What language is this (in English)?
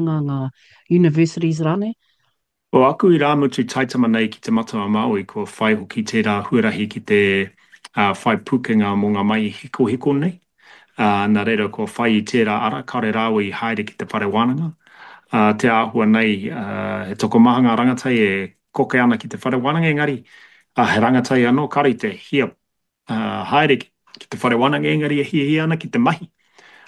Māori